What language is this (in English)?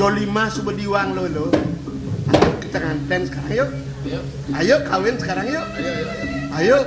Balinese